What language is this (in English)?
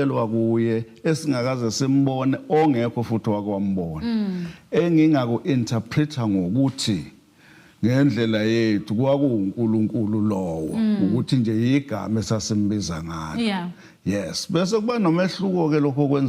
Zulu